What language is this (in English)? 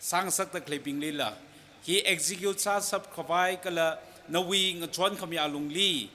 Tangkhul Naga (India)